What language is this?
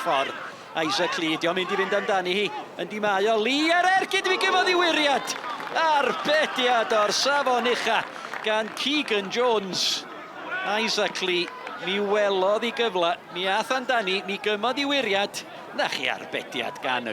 Welsh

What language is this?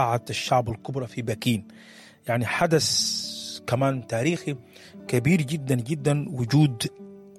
Sudanese Arabic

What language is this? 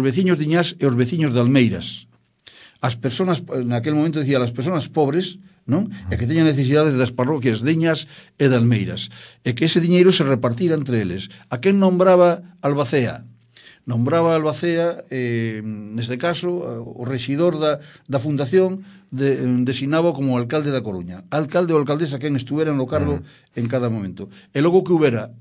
Galician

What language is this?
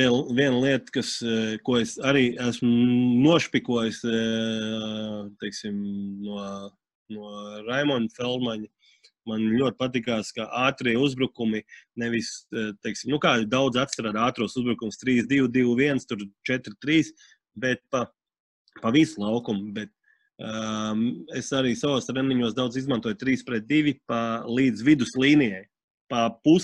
Latvian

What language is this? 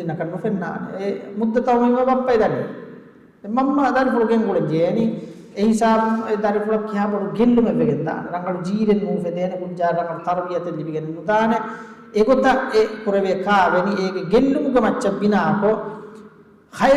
Divehi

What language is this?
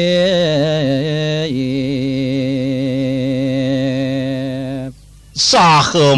Balinese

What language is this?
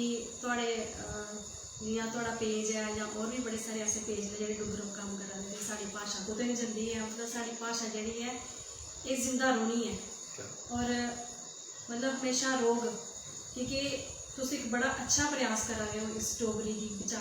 Dogri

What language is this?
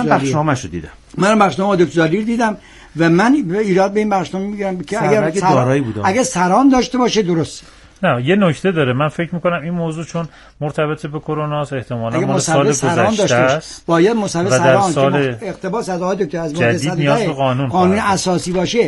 Persian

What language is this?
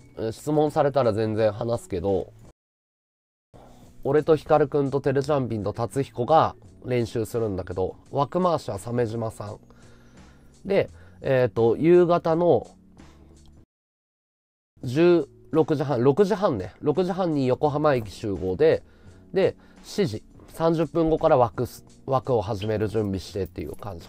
Japanese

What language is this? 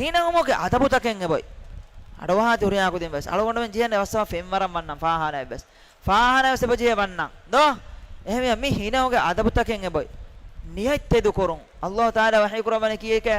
Divehi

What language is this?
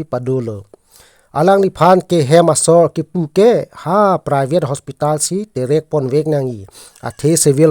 Karbi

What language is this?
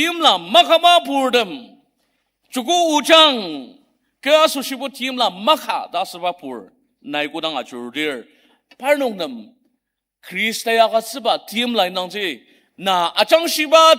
Ao Naga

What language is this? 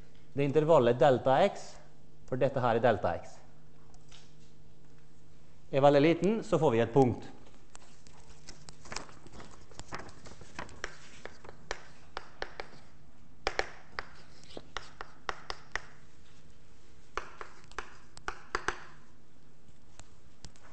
Norwegian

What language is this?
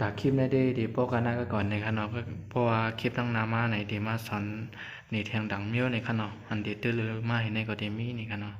Shan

